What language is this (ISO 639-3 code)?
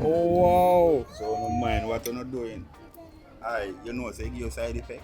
jam